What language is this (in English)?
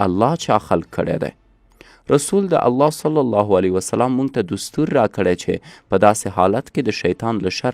Pashto